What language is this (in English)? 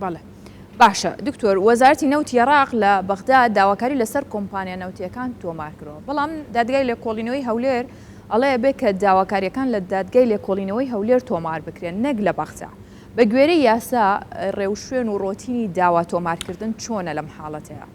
Central Kurdish